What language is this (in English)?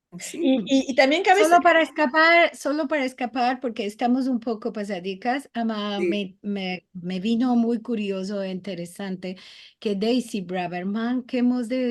Ladino